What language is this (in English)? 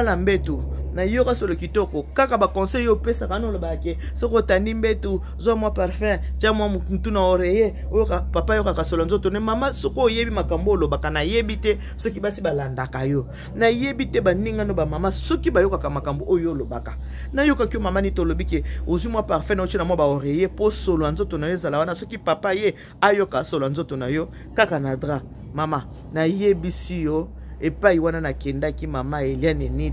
Lingala